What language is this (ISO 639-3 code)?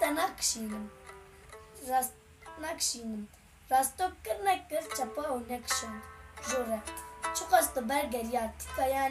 kur